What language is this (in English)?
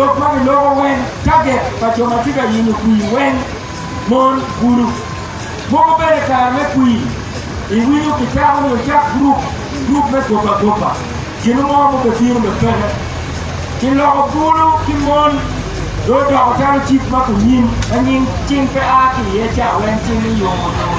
Acoli